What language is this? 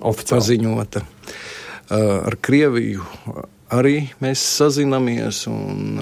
Latvian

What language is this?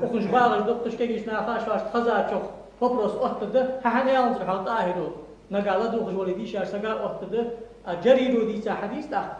Ingush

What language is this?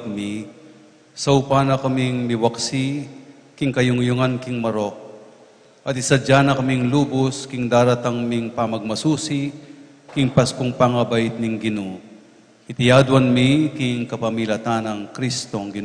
Pampanga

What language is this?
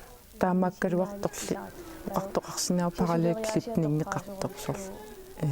Kalaallisut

